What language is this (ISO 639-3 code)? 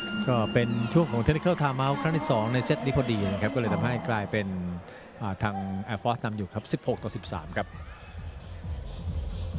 tha